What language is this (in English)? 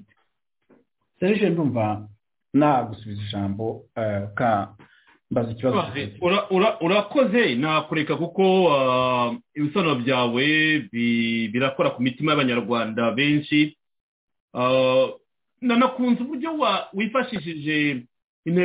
Kinyarwanda